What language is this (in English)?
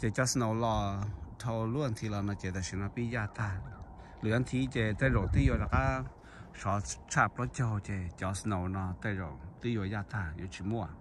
Hmong